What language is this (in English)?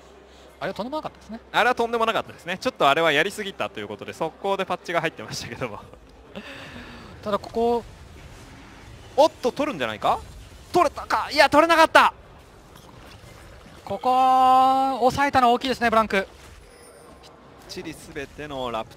Japanese